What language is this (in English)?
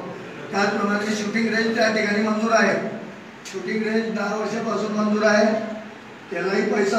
Marathi